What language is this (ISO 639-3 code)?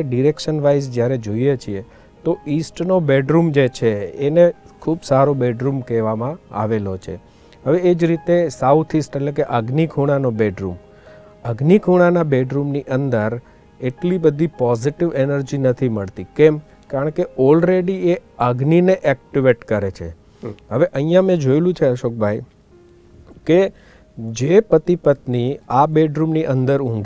guj